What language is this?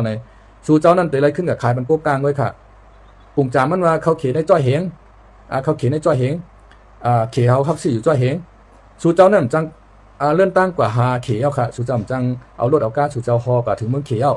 Shan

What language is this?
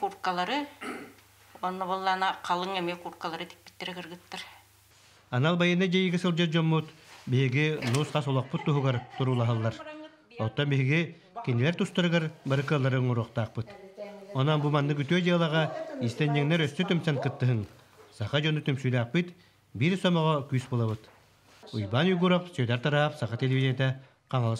Yakut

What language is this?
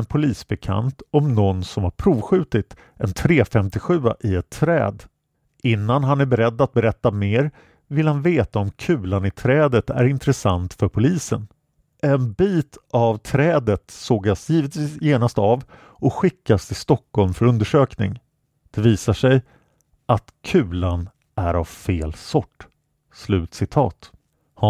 Swedish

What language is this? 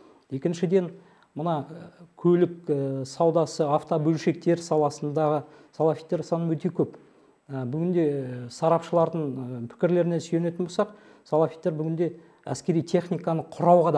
Kazakh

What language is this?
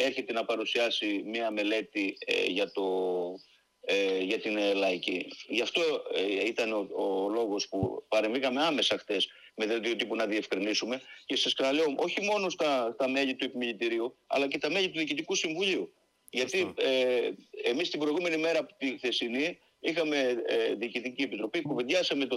Greek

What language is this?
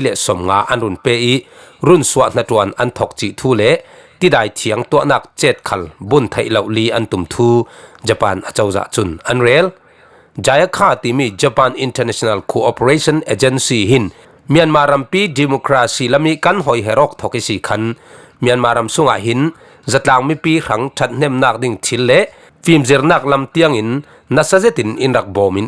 Falam Chin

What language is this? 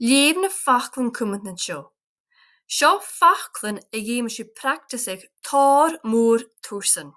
Irish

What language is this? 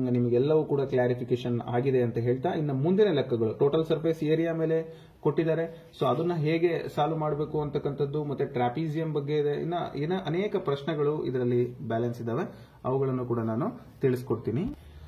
Kannada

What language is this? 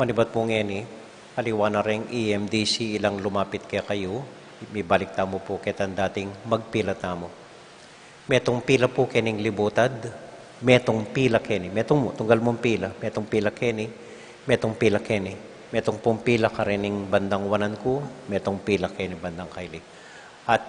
Pampanga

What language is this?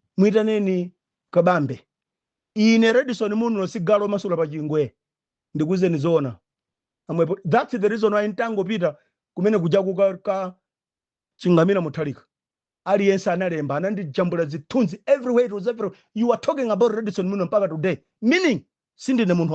Nyanja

